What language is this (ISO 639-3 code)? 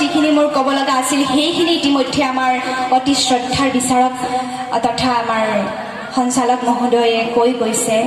asm